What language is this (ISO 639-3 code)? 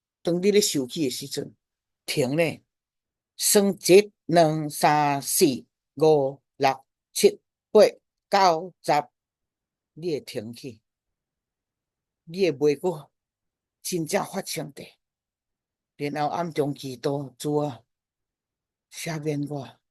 nan